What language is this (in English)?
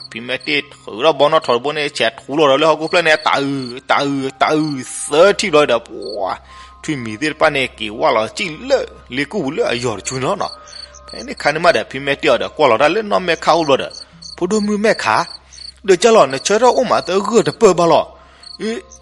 S'gaw Karen